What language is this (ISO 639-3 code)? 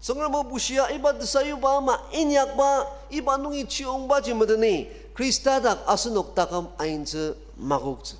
njo